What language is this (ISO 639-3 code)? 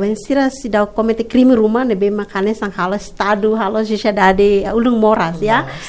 tet